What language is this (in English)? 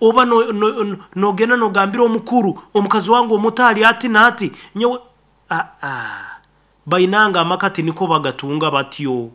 Nyankole